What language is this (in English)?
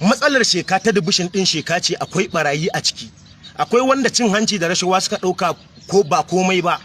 Hausa